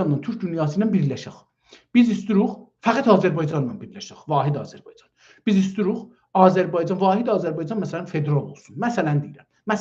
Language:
South Azerbaijani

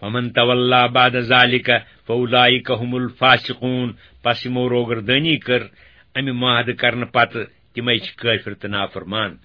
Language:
Kashmiri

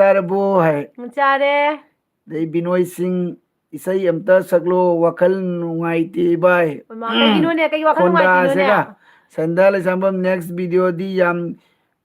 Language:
Manipuri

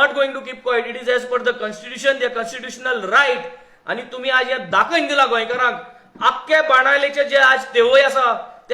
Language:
Konkani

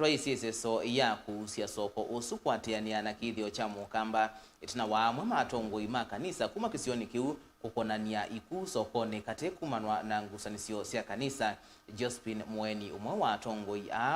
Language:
Kamba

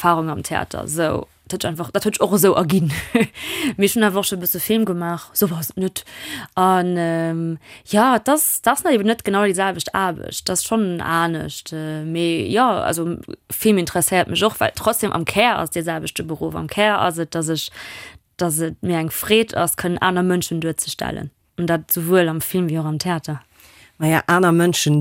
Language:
Luxembourgish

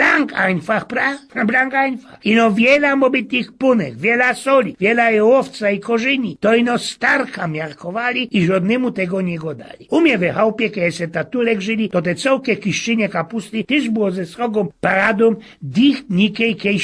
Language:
Silesian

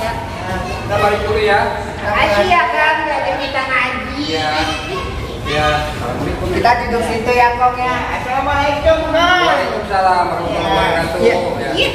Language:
Betawi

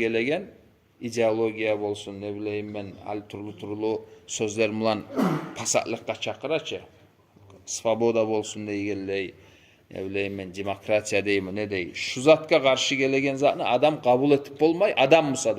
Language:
Kumyk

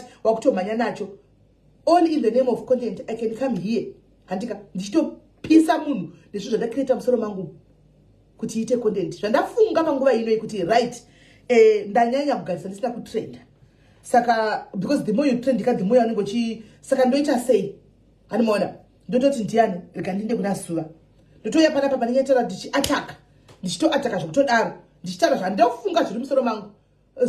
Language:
Shona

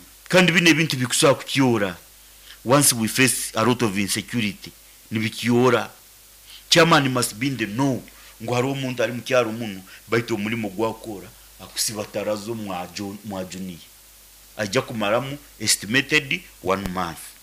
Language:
Nyankole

